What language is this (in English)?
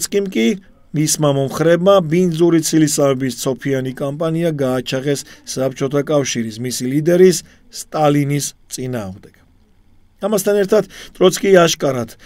Georgian